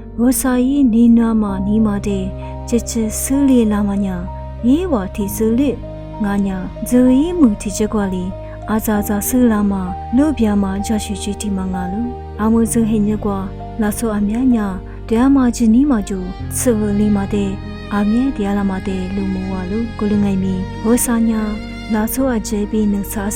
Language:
Lisu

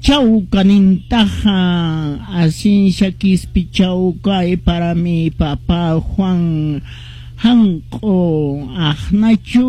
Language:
Quechua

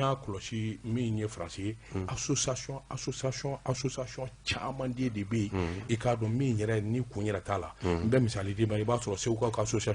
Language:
Bambara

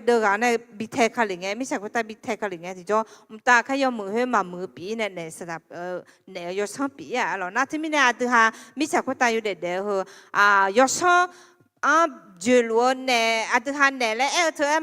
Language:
Akha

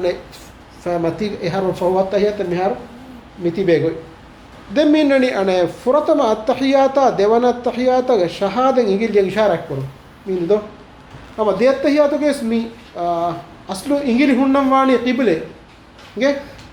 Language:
Divehi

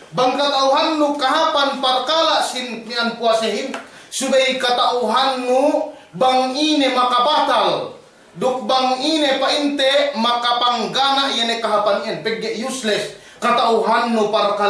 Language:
Yakan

